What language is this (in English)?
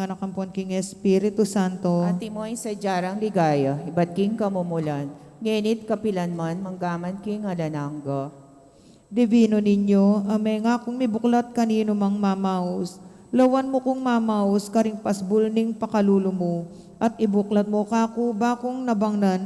Pampanga